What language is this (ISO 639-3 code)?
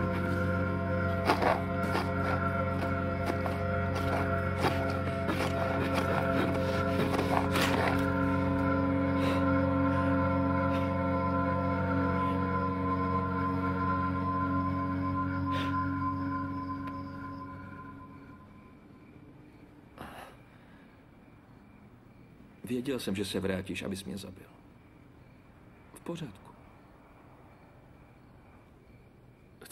ces